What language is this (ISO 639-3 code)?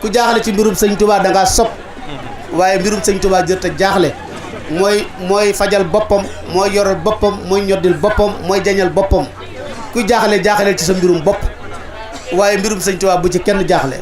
wol